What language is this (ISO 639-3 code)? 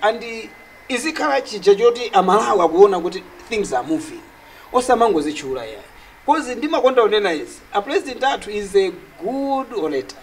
nya